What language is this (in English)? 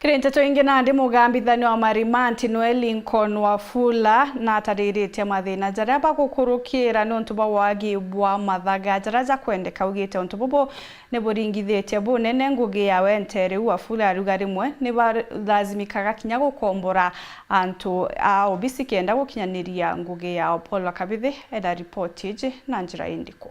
Meru